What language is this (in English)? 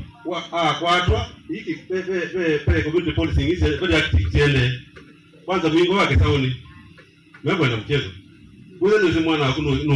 Kamba